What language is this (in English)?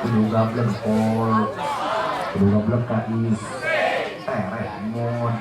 Sundanese